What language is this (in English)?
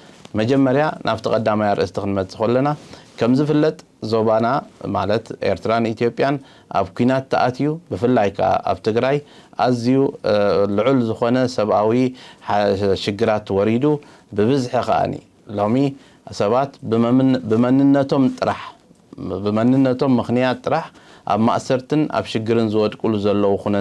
Tigrinya